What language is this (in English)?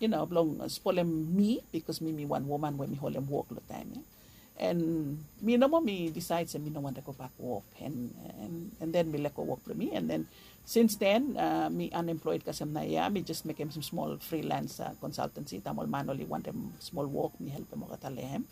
Bislama